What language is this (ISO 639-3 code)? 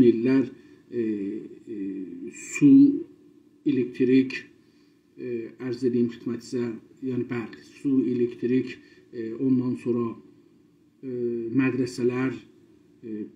azb